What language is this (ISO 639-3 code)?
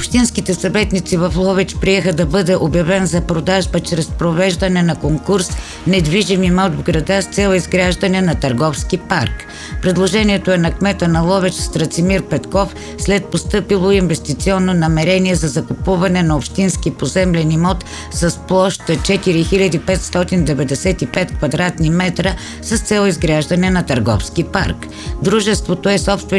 bul